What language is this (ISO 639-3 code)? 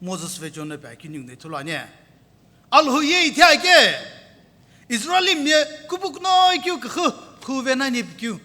nsm